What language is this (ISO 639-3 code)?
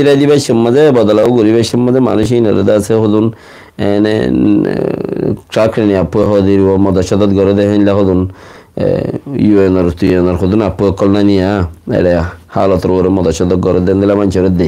rhg